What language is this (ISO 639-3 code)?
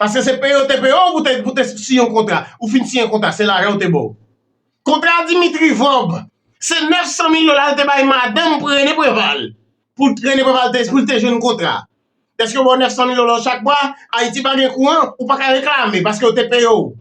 hat